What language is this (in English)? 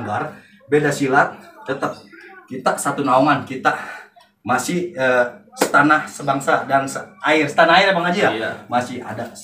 Betawi